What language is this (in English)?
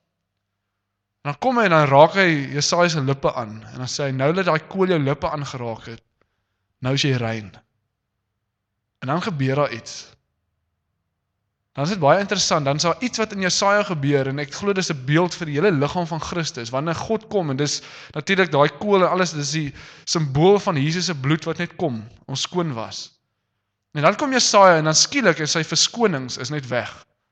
Afrikaans